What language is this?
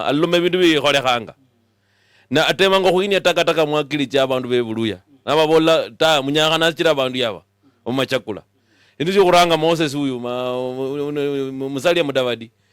Luyia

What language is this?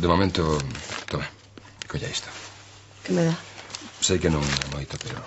Galician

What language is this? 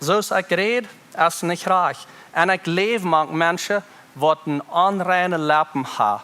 Plautdietsch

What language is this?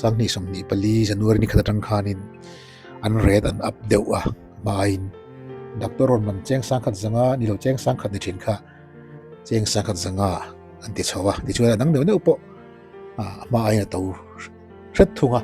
Mizo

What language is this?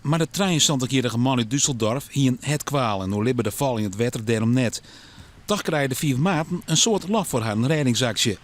Western Frisian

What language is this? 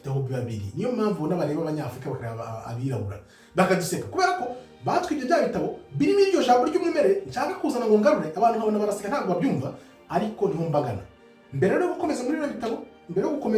Kinyarwanda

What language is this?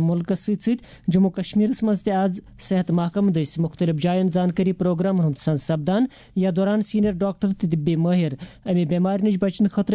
Kashmiri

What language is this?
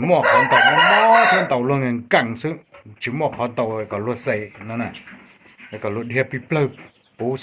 Hmong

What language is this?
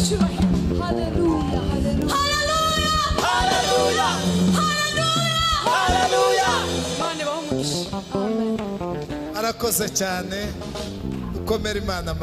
Kinyarwanda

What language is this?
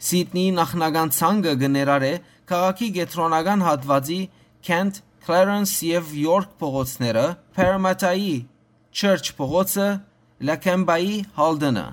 Western Armenian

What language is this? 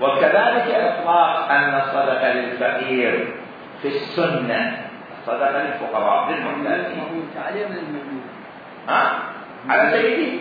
Mesopotamian Arabic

